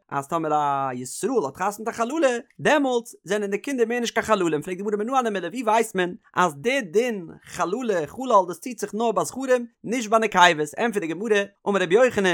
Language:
Yiddish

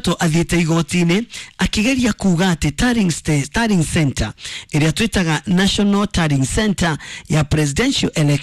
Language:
Kikuyu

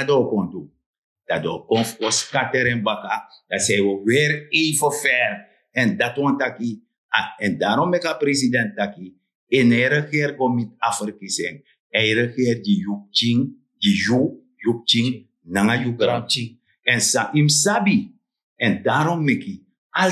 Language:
Sranan Tongo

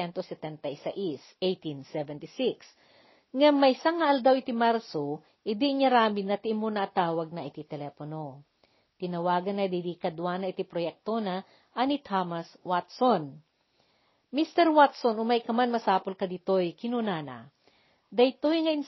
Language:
Iloko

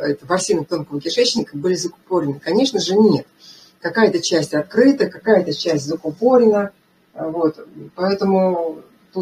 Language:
Russian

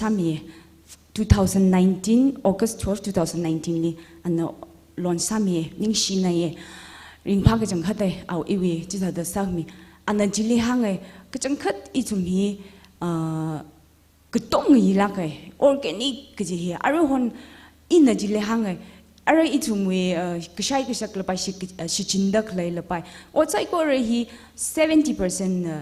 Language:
Tangkhul Naga (India)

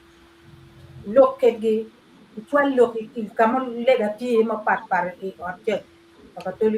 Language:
Acoli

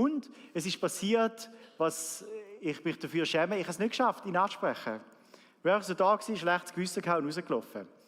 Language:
Swiss German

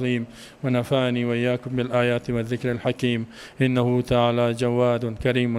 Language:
Persian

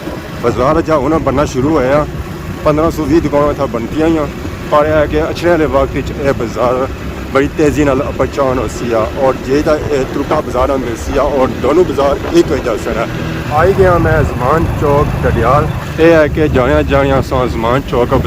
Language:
Pahari-Potwari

